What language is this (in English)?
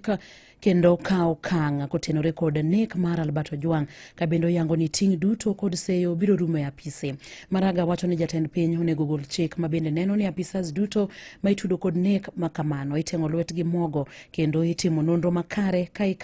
Luo (Kenya and Tanzania)